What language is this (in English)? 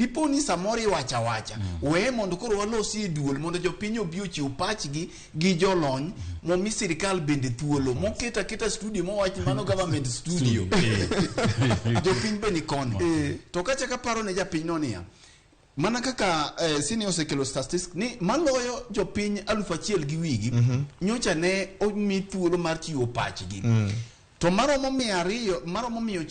Luo (Kenya and Tanzania)